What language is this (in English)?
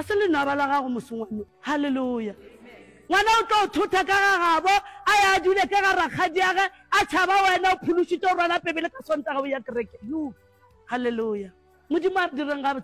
Northern Sotho